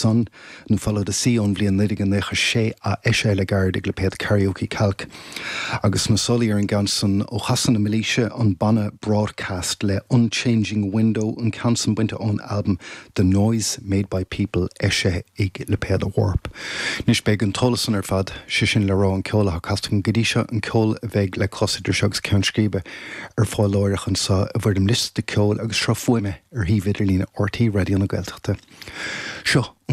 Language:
Irish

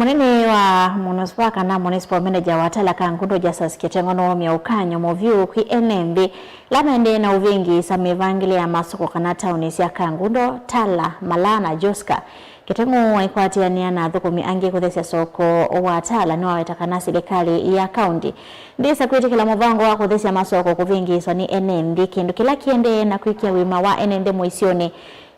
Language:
Kamba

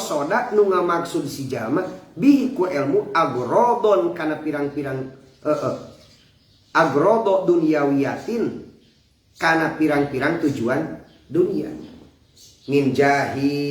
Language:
Sundanese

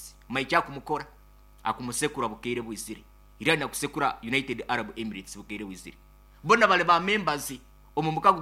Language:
Nyoro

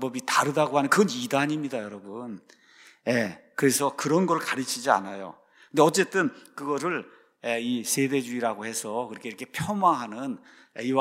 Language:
Korean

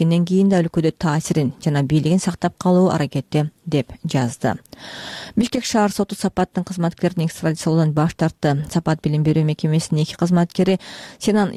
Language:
Kyrgyz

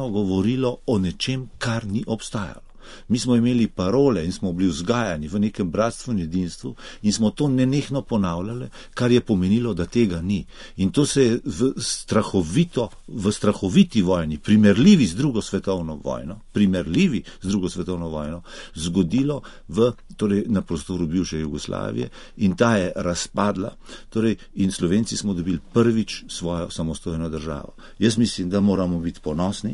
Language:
Slovenian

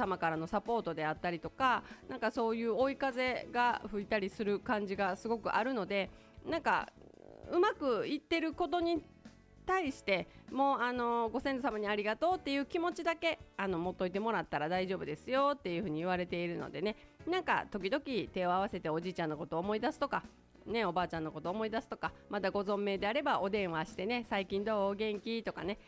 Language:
Japanese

